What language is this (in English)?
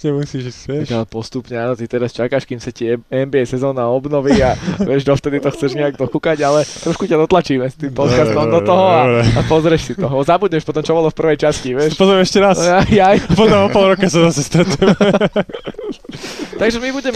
Slovak